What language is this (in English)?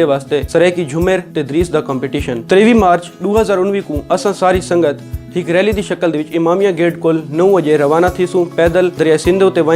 Saraiki